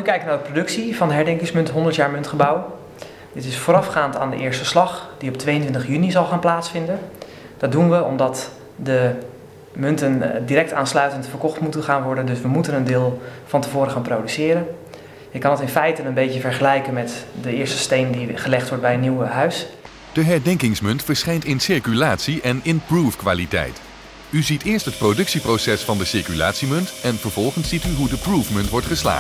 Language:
Dutch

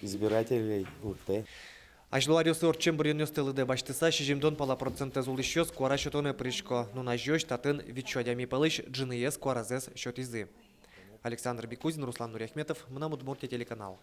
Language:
Udmurt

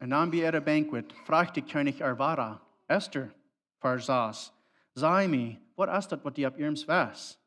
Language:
Plautdietsch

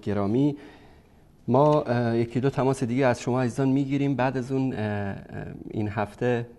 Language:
Persian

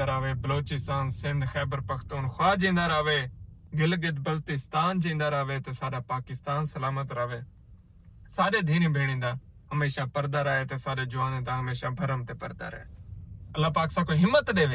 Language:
Saraiki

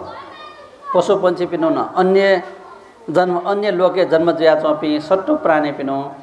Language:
Newari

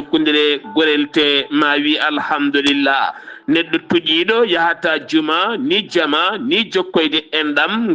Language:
Fula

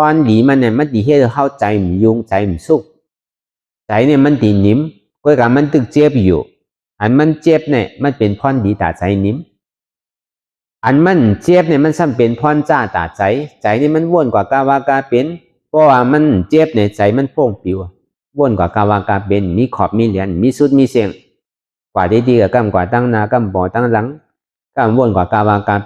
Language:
Shan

